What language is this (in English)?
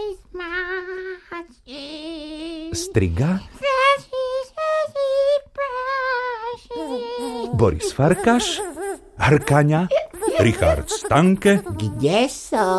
Slovak